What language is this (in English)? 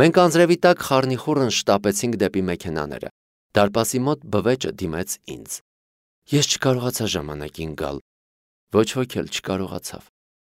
Armenian